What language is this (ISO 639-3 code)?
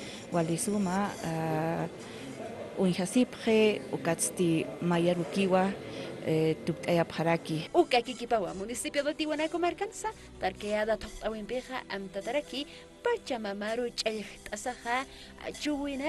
aym